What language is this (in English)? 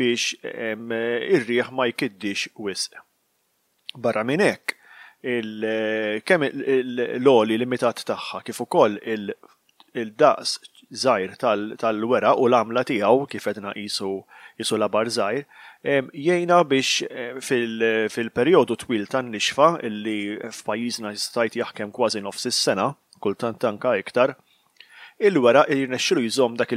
Maltese